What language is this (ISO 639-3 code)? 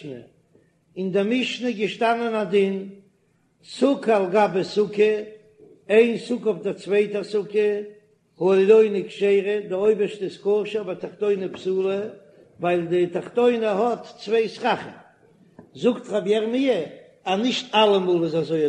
yid